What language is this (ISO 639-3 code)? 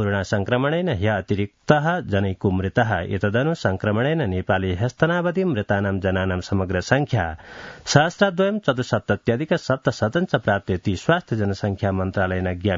san